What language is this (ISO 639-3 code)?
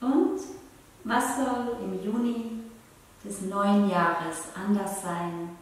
gsw